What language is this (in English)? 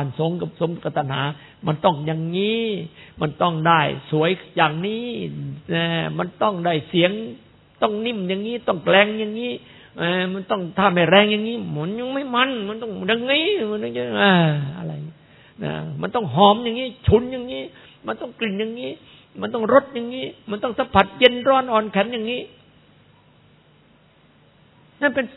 Thai